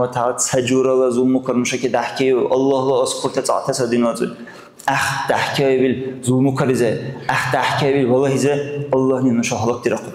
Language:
Dargwa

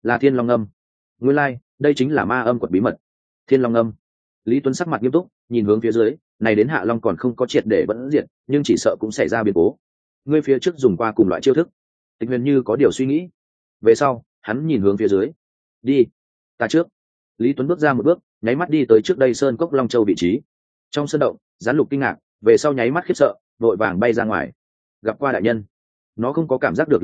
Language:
Vietnamese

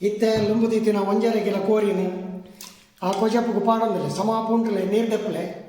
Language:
Tulu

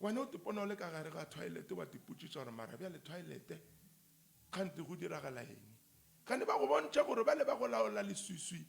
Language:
Northern Sotho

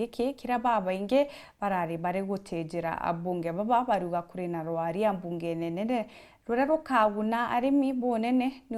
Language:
Meru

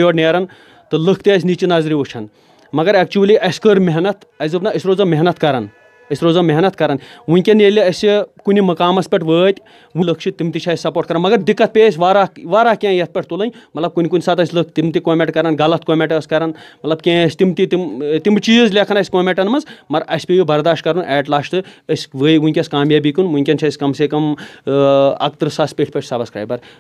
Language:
Kashmiri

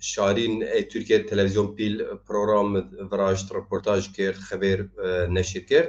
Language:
Zaza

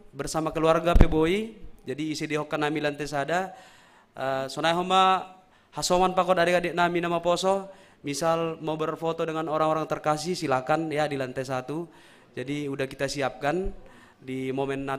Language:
Batak Simalungun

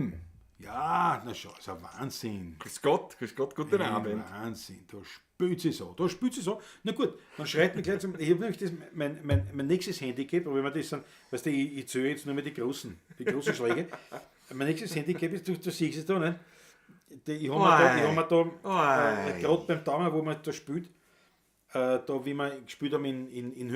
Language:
Bavarian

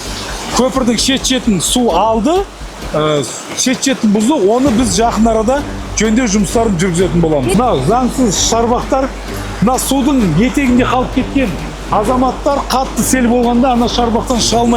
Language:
Kazakh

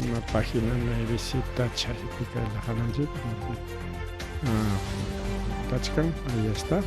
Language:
Ayacucho Quechua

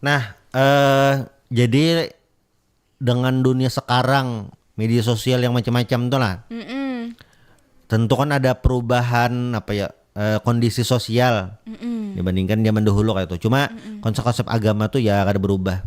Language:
Banjar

